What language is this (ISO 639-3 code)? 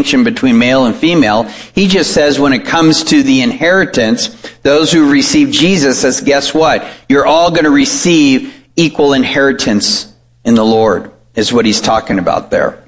eng